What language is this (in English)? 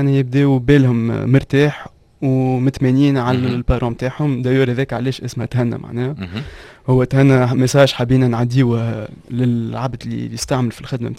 Tunisian Arabic